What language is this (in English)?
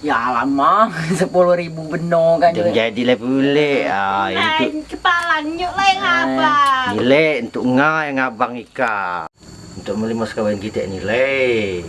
Musi